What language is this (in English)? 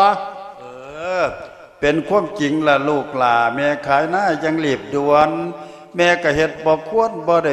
Lao